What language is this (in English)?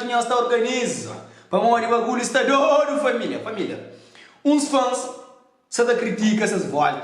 Kabuverdianu